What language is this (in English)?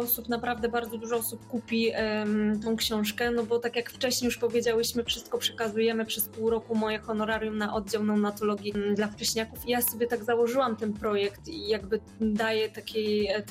Polish